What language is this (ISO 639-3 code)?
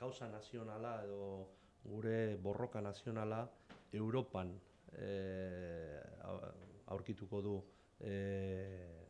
eus